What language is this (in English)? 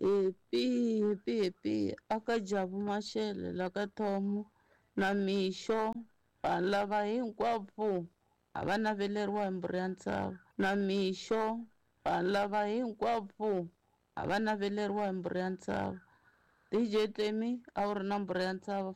Tsonga